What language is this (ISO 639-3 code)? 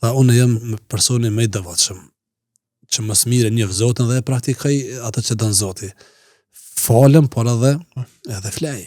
sqi